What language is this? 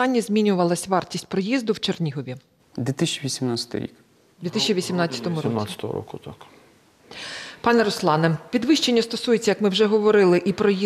Ukrainian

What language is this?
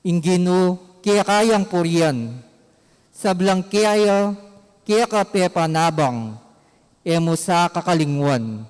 Pampanga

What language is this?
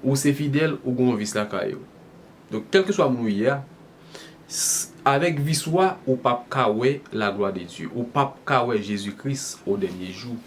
Haitian Creole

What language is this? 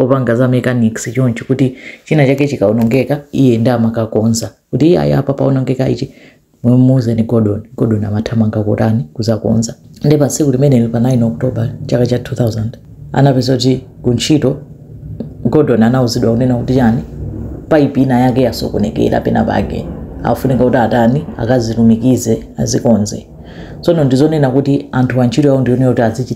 Nyanja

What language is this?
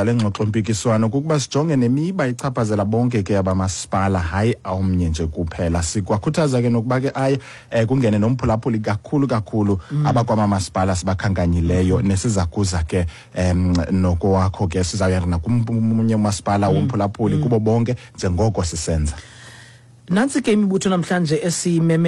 Xhosa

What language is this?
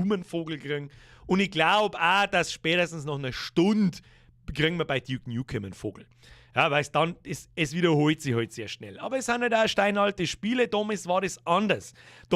Bavarian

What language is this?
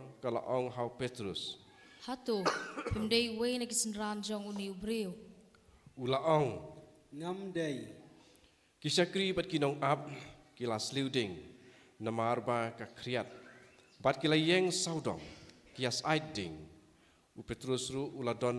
Khasi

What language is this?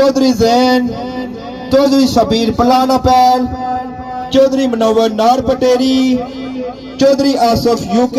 Pahari-Potwari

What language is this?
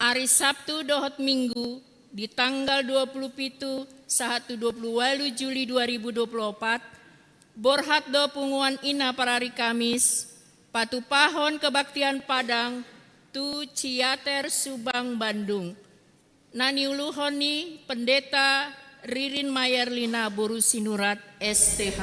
Batak Toba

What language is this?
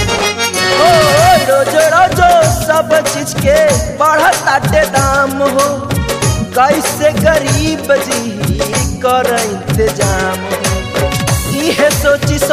Bhojpuri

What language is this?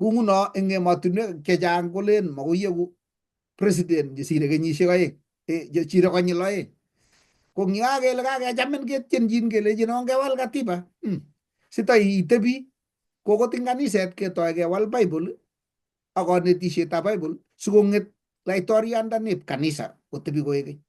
Kalenjin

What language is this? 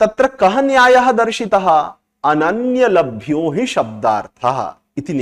Sanskrit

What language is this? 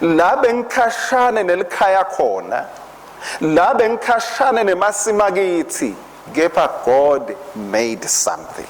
Swati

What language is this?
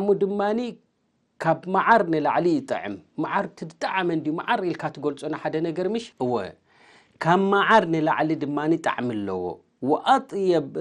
Tigrinya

